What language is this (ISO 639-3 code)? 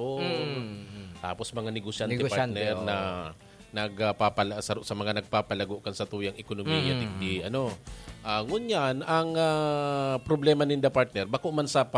bik